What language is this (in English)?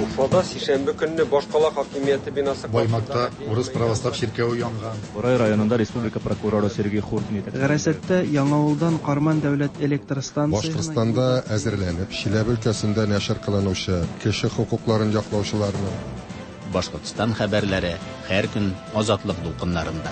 Tatar